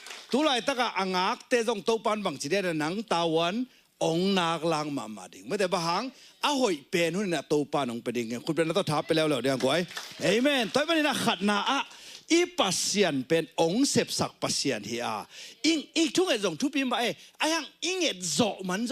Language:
Tedim Chin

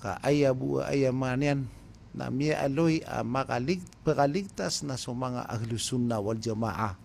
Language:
Maranao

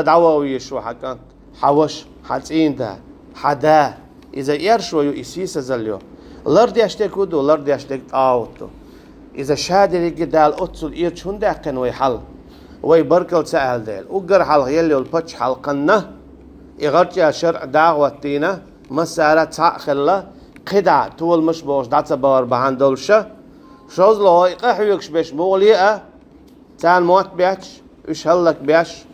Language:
Chechen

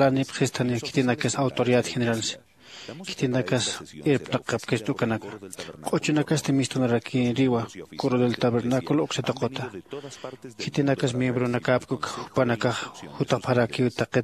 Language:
Aymara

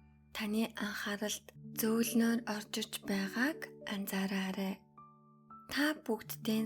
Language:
Mongolian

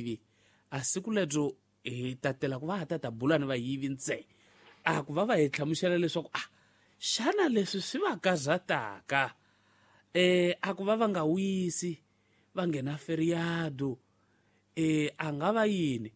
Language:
Tsonga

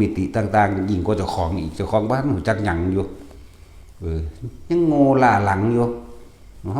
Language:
Northeastern Thai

